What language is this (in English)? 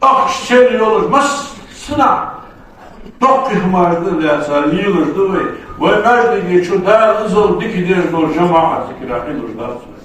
Ingush